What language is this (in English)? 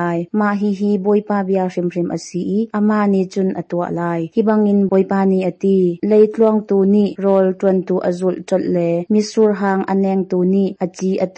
Hakha Chin